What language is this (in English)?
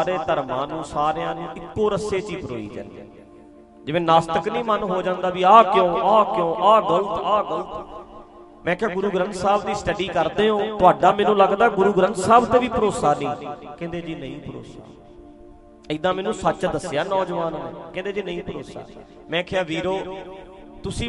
Punjabi